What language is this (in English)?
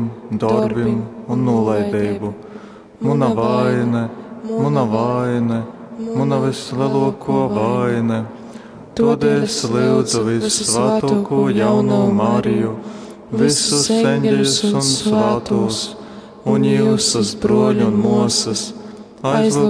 Latgalian